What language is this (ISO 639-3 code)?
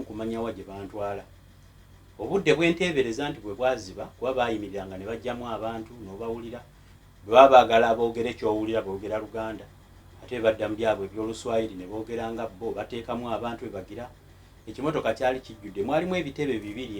lug